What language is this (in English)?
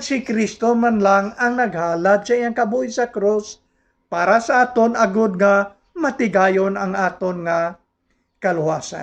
Hiligaynon